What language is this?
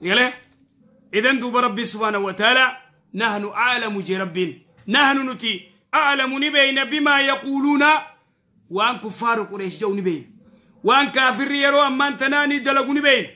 Oromo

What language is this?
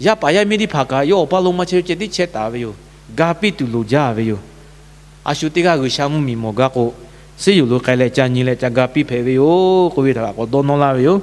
Lahu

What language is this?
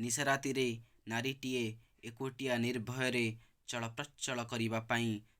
Odia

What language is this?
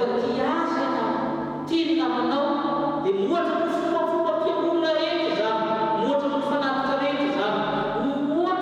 Malagasy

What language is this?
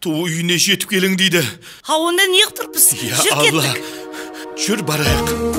Kara-Kalpak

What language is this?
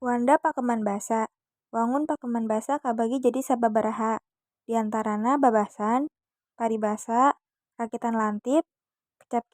Sundanese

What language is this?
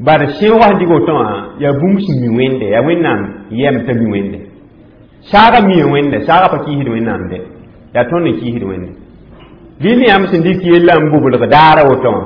Mossi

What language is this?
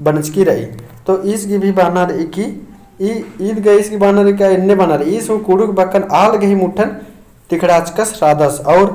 Kurukh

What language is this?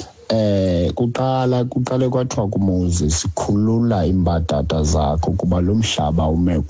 Xhosa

